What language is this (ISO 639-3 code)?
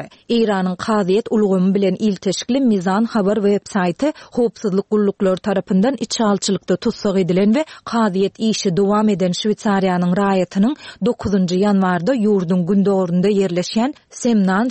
tuk